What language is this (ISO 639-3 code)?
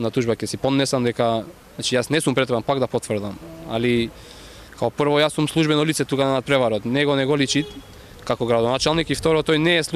mkd